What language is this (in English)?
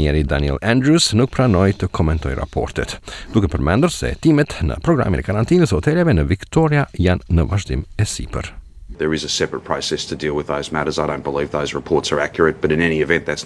Albanian